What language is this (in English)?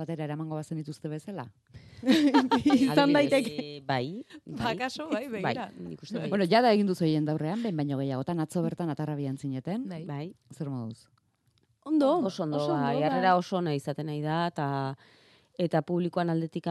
Basque